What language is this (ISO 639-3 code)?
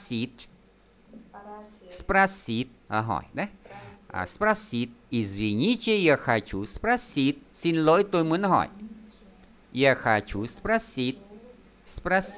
vie